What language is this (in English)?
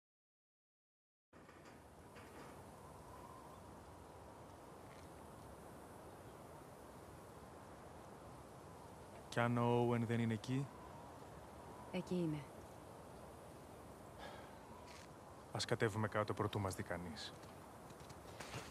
Greek